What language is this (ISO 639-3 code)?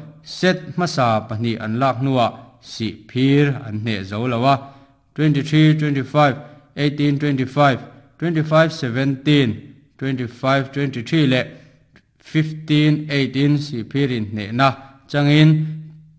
lus